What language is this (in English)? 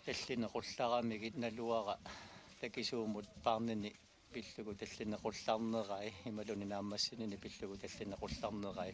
Kalaallisut